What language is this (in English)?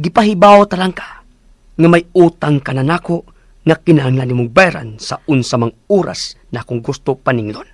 Cebuano